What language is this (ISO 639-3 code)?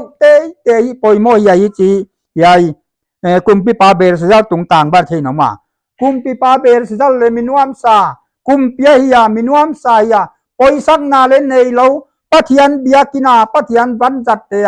pck